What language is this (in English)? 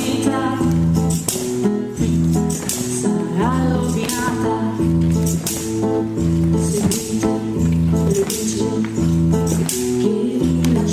Italian